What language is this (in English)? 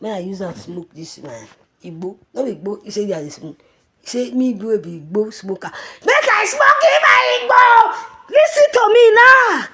Nigerian Pidgin